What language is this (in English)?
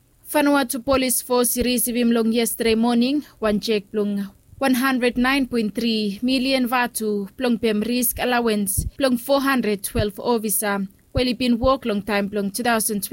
Bislama